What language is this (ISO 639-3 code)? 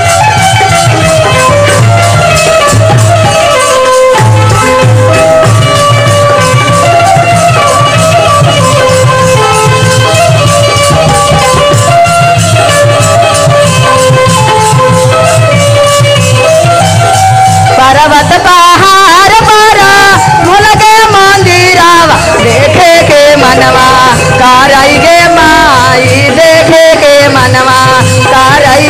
bho